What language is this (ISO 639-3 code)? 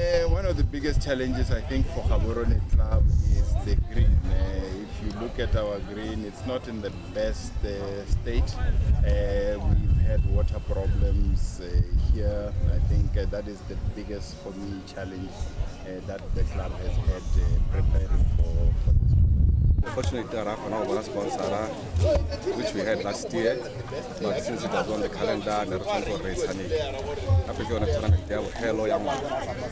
tsn